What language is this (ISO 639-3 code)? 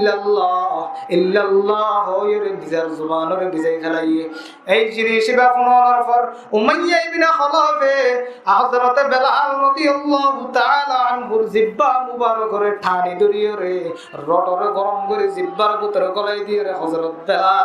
rhg